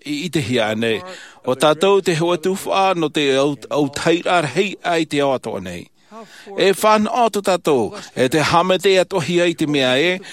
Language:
Tahitian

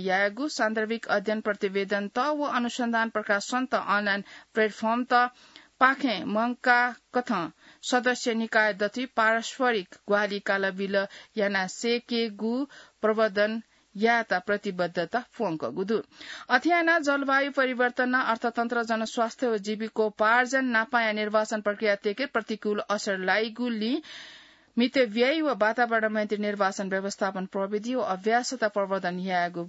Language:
Newari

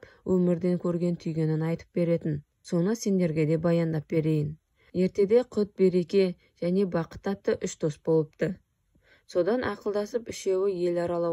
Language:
Kazakh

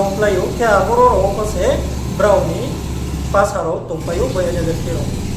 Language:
Riang (India)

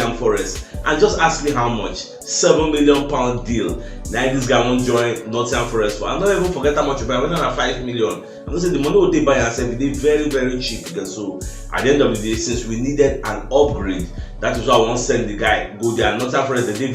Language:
Nigerian Pidgin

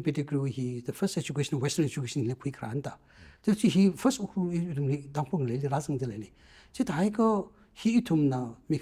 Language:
Tangkhul Naga (India)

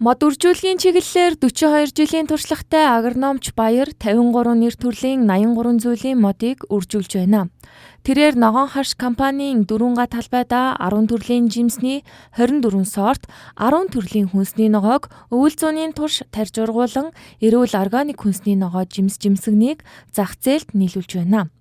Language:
Mongolian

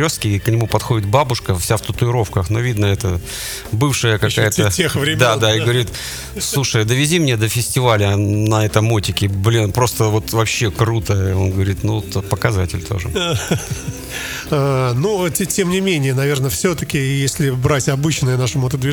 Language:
Russian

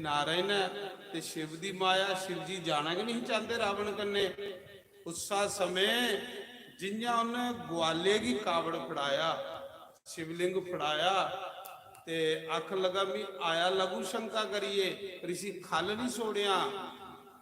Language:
Dogri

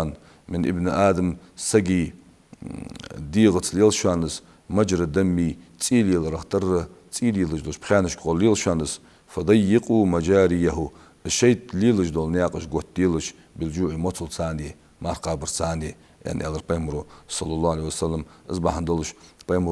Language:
Ingush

